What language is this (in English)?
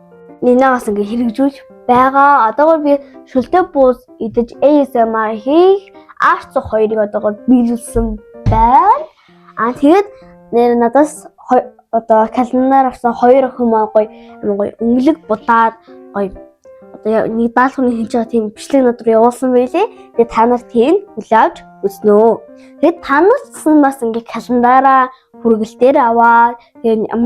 Mongolian